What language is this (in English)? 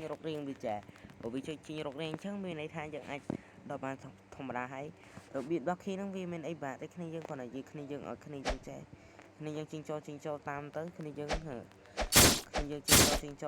Khmer